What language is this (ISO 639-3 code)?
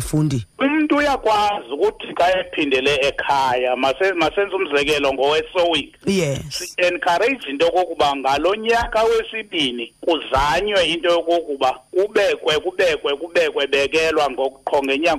xho